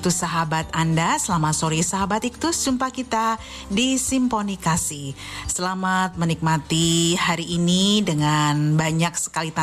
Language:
Indonesian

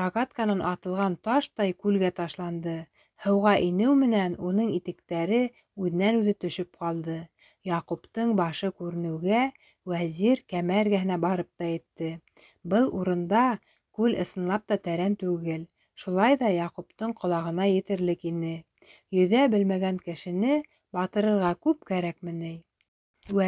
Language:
Bashkir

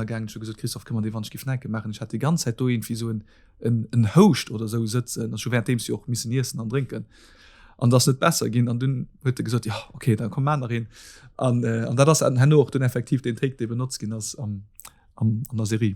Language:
Luxembourgish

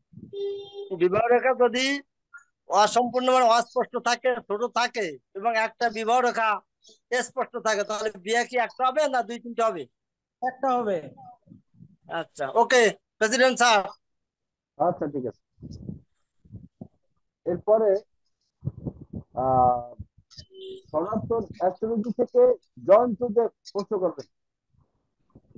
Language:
Bangla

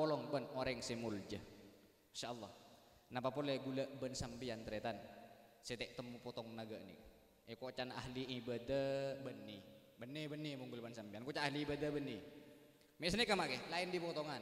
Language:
Madurese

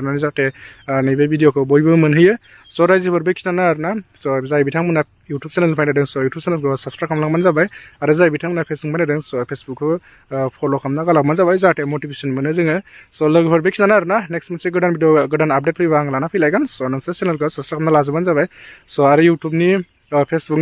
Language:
Bodo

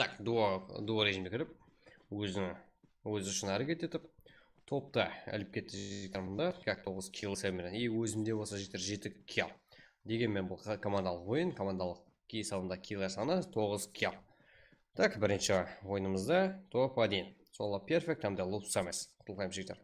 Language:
Kara-Kalpak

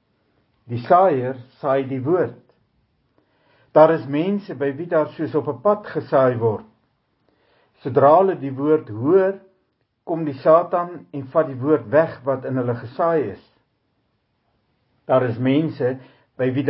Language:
Afrikaans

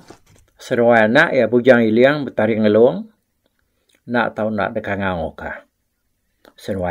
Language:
Iban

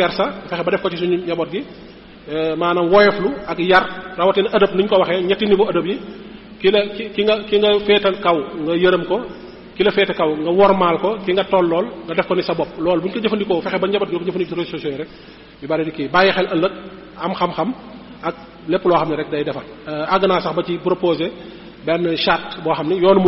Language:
Wolof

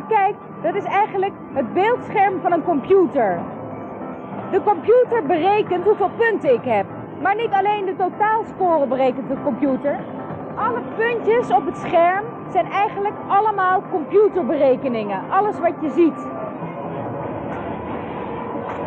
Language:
Dutch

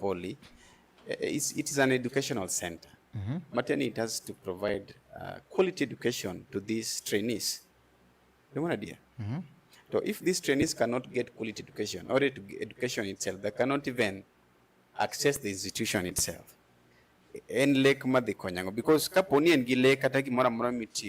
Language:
Luo (Kenya and Tanzania)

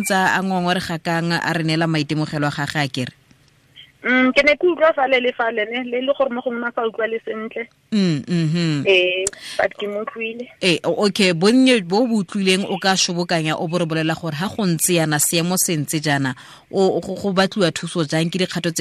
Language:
Tswana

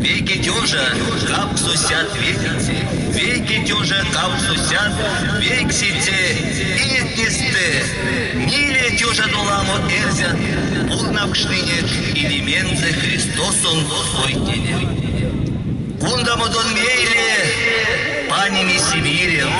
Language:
Erzya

